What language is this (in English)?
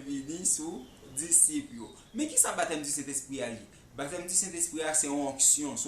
Haitian Creole